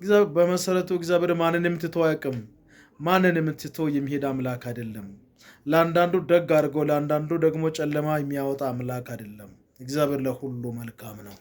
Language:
Amharic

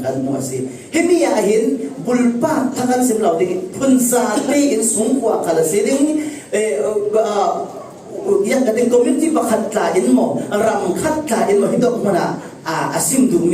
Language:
Falam Chin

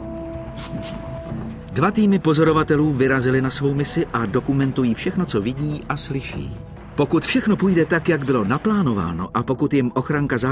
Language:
Czech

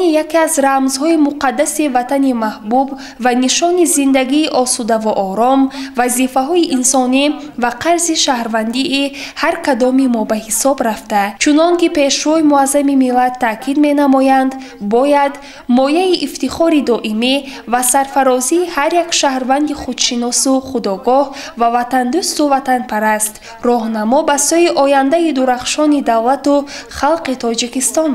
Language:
Tajik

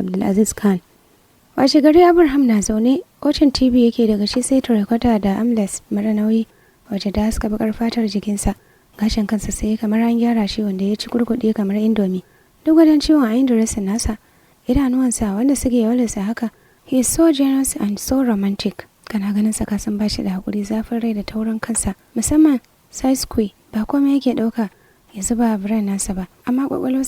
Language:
Hausa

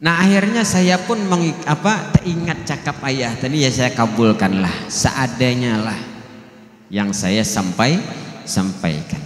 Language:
Banjar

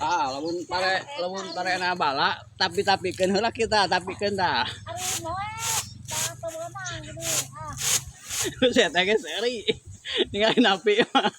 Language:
Sundanese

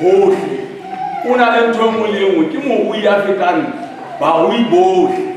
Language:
Southern Sotho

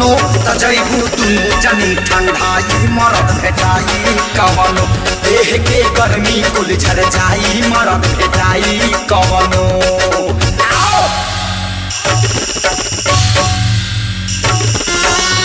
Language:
Bhojpuri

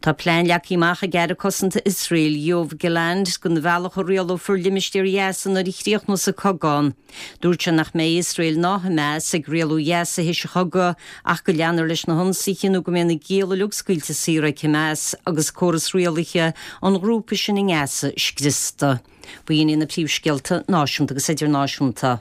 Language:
Irish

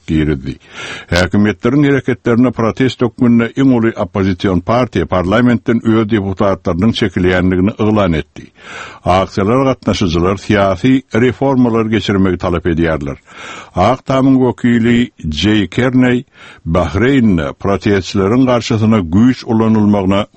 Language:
Turkmen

